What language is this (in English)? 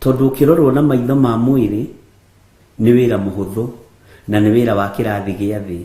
Kikuyu